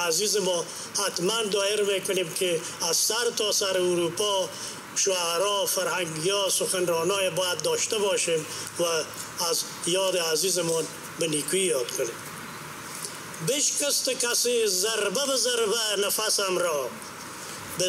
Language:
Persian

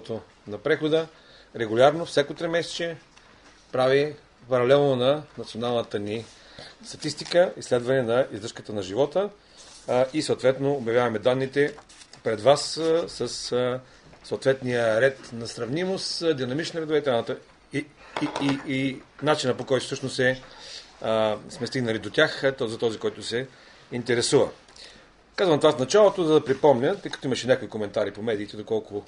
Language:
Bulgarian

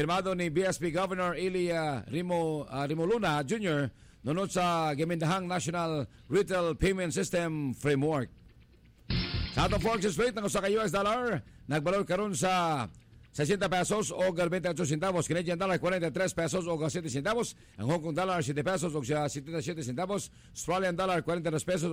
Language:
Cebuano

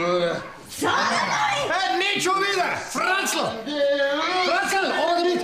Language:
Bavarian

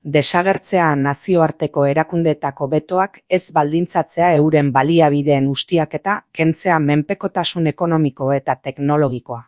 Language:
Basque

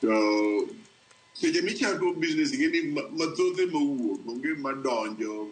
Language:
Luo (Kenya and Tanzania)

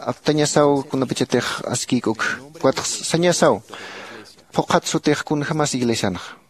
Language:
Aymara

